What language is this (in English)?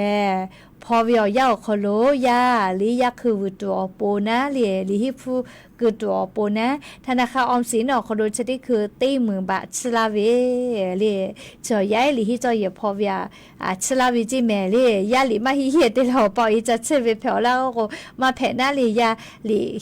Lahu